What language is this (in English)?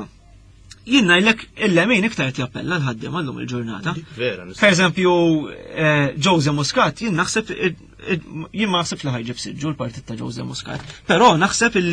Maltese